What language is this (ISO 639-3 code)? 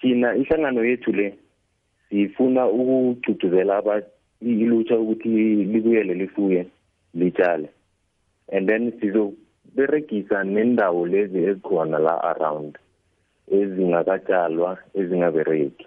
nbl